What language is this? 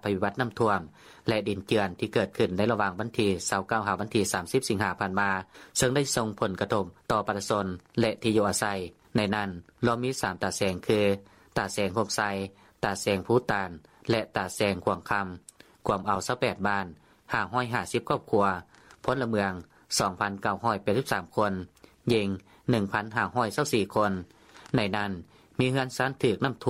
Lao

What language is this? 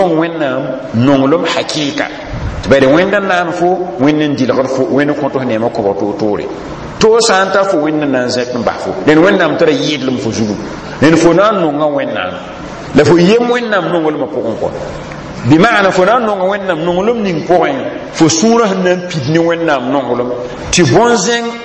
Mossi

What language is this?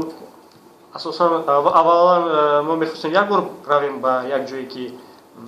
Tajik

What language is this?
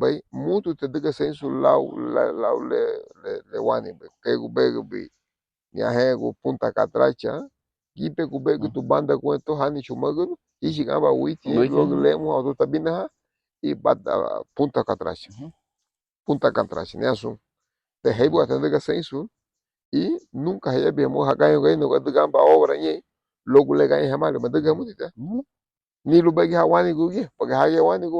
Garifuna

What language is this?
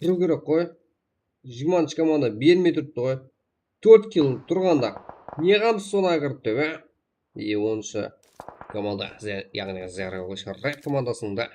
Kara-Kalpak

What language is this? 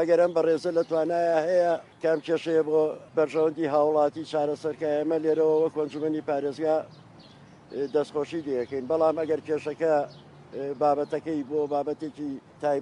Central Kurdish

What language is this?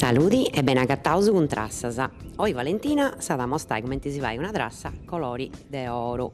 Sardinian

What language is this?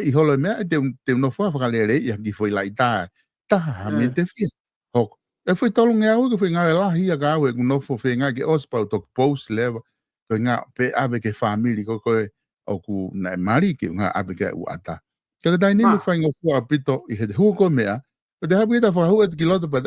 Tongan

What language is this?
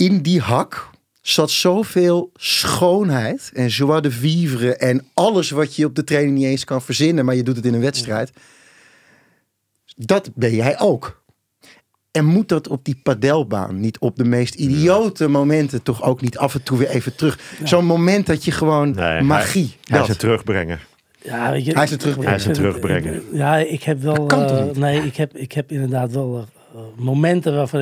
Dutch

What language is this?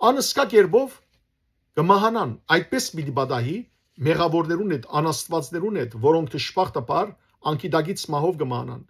Western Armenian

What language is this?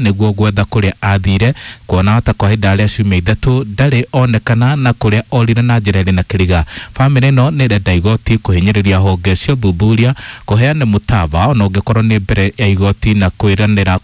Kikuyu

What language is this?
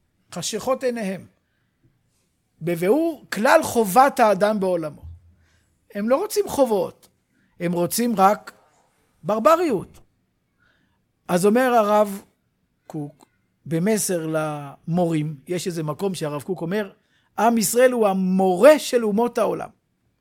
Hebrew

